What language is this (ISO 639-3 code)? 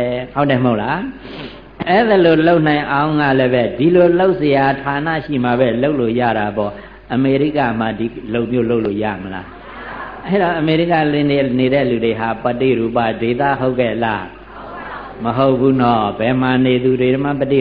mya